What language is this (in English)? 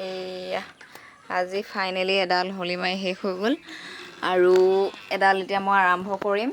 Assamese